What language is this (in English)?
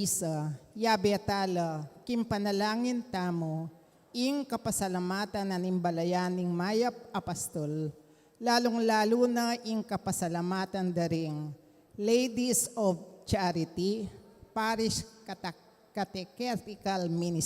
Pampanga